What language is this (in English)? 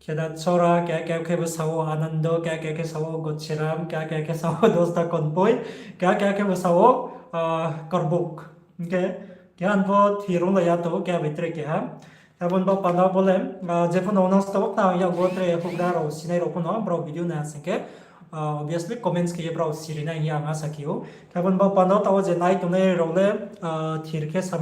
Riang (India)